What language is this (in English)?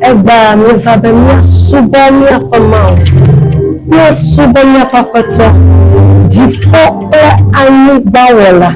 Ewe